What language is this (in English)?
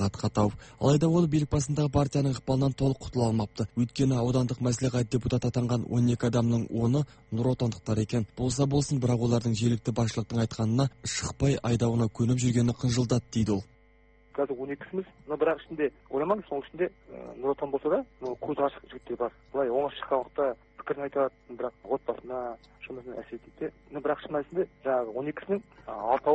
Kazakh